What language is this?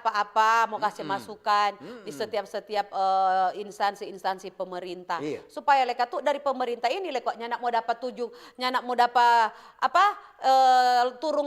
Manado Malay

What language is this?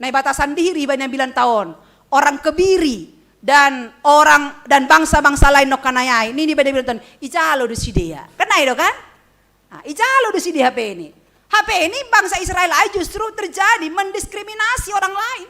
Batak Simalungun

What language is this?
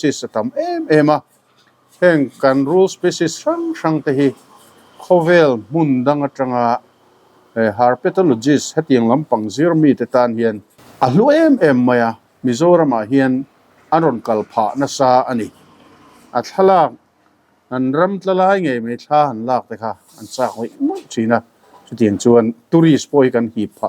Mizo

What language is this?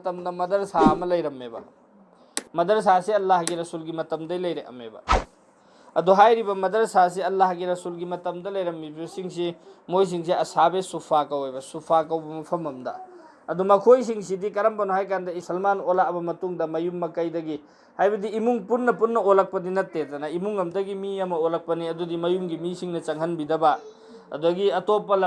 Manipuri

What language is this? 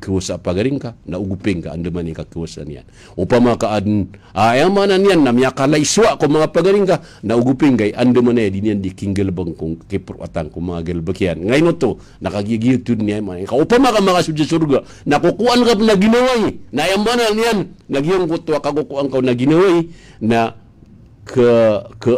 Maranao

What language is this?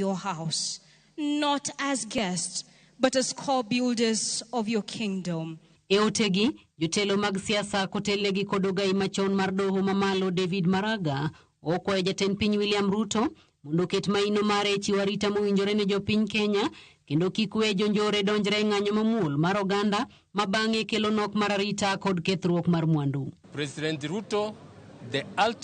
Luo (Kenya and Tanzania)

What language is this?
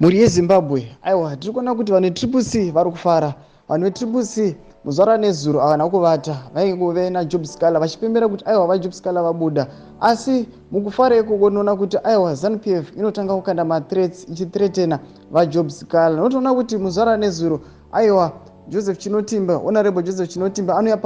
Shona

